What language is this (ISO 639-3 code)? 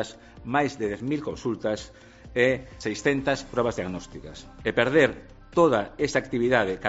glg